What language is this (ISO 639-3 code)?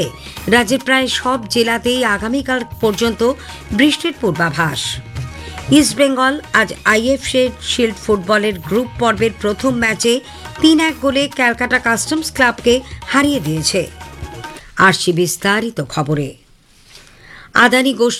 ben